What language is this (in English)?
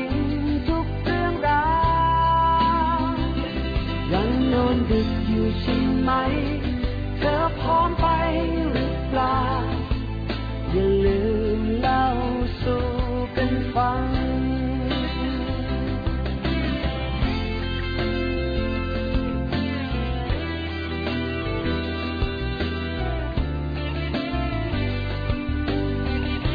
Thai